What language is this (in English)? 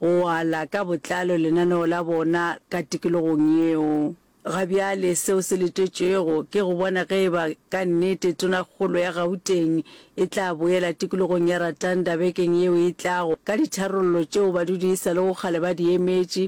Northern Sotho